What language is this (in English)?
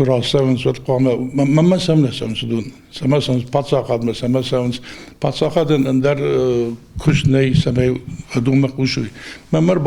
Ossetic